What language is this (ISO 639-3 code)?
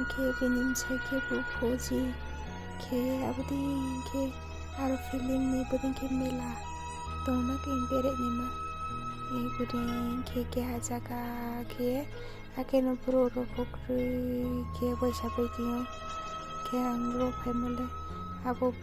ria